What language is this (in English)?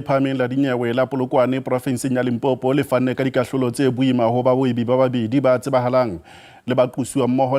Southern Sotho